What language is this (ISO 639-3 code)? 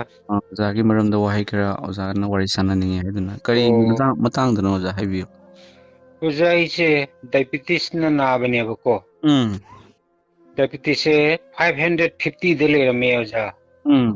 mni